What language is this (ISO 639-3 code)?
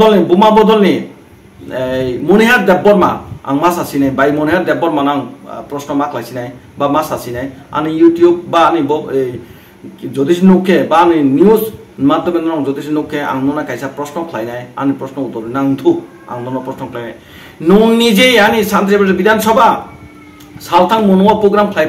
trp